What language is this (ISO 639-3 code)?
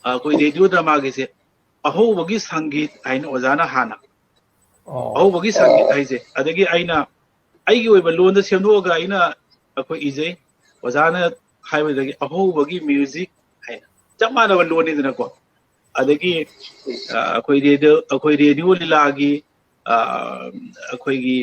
mni